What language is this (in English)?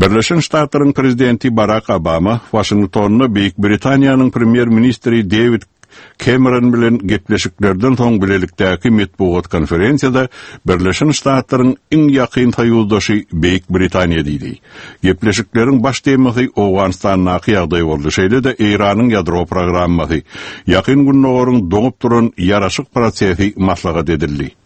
Turkmen